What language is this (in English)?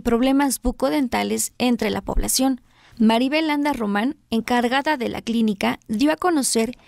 Spanish